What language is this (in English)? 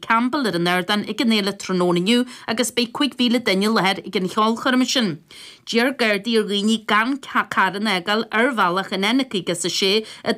Irish